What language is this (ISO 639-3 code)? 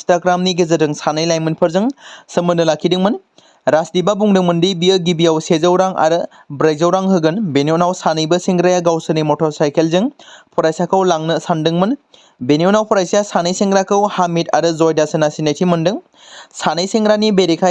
brx